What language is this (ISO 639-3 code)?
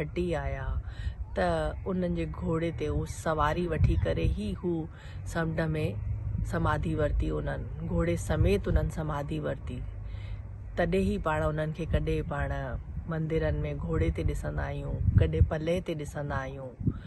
snd